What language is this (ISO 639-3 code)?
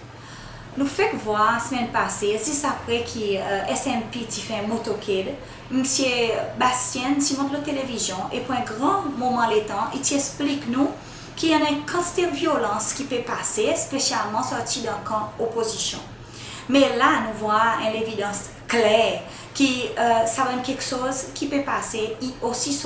crs